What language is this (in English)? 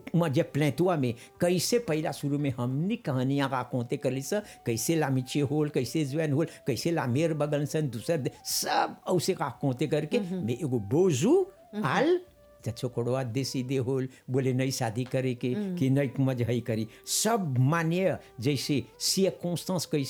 Bhojpuri